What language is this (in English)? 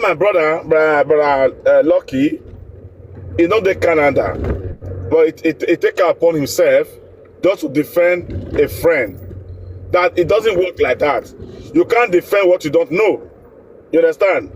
Nigerian Pidgin